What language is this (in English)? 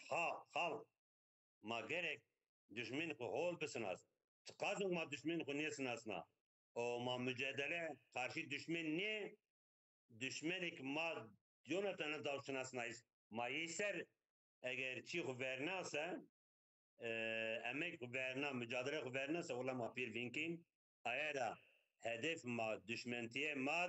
Zaza